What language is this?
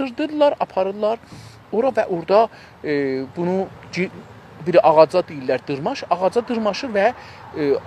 South Azerbaijani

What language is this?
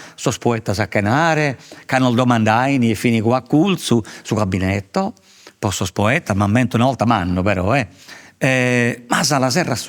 Sardinian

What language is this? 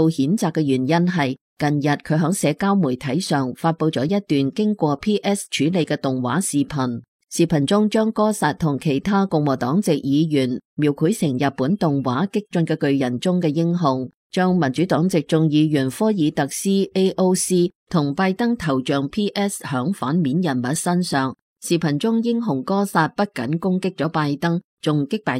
Cantonese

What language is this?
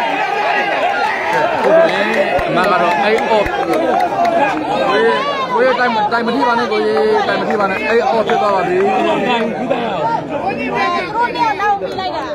Burmese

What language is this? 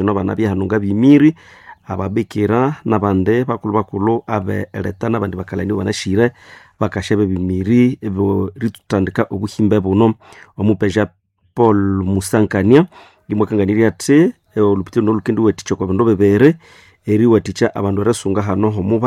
Nande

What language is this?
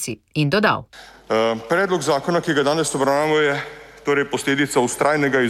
Slovenian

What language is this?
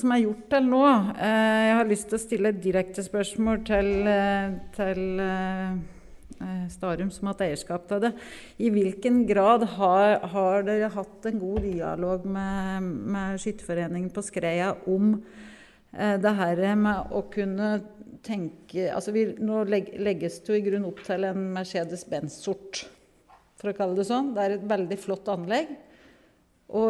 Norwegian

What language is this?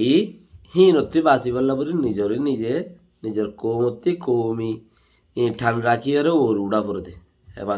Rohingya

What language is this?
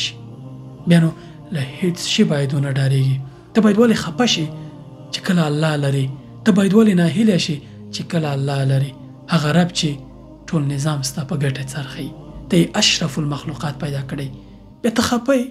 Pashto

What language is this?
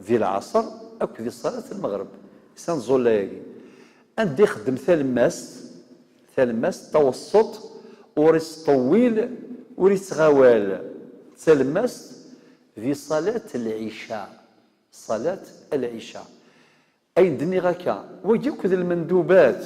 Kabyle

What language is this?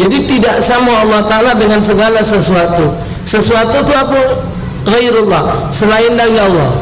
Musi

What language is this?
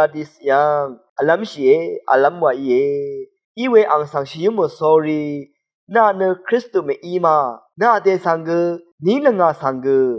Rawang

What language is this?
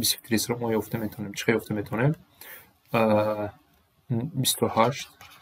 Tajik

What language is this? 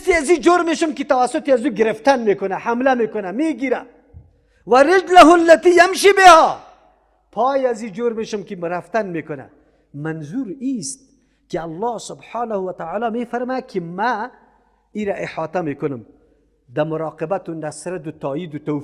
Persian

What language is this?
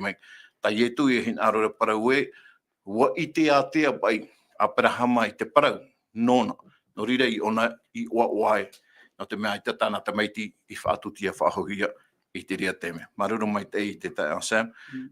Tahitian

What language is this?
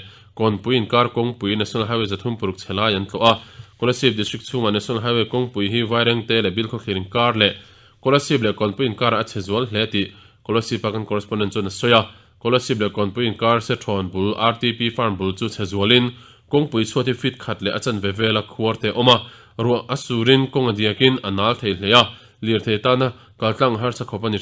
Mizo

